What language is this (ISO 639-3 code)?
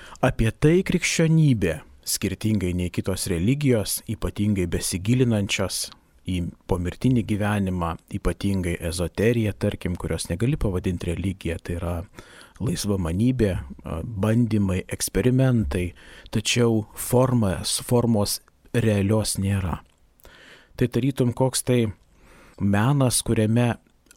lit